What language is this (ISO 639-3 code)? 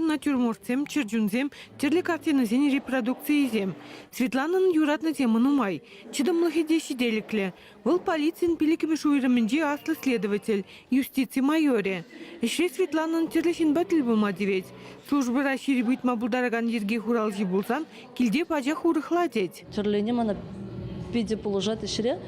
chv